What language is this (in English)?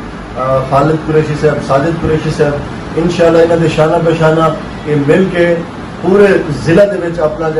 Saraiki